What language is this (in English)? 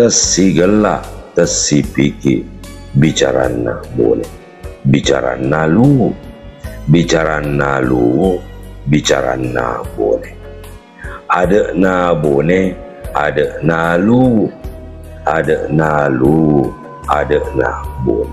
Buginese